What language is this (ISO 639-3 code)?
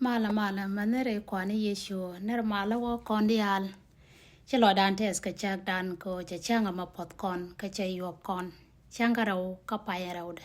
nus